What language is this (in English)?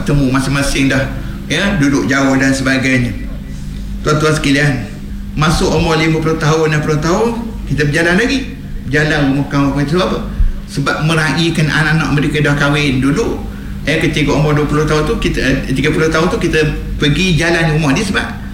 Malay